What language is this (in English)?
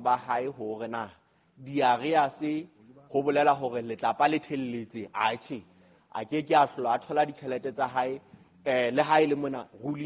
Southern Sotho